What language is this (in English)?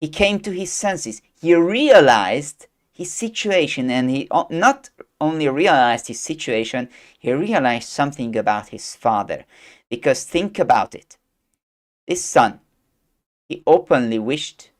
English